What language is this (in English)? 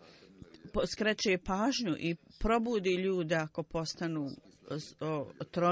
Bosnian